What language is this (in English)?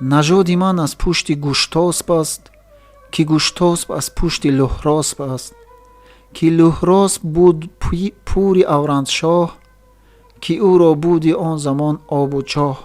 Tajik